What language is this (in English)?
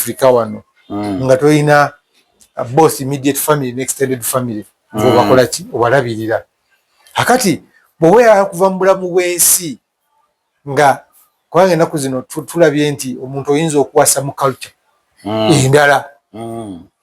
Ganda